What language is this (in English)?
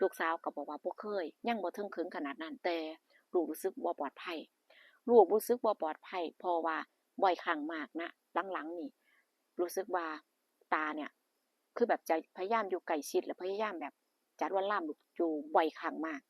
Lao